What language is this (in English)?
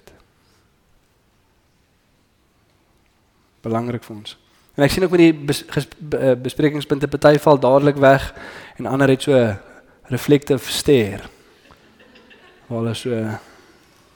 Afrikaans